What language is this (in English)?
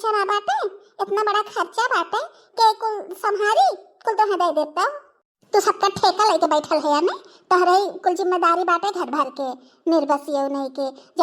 Bhojpuri